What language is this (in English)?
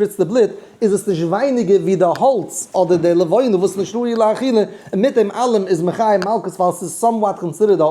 Yiddish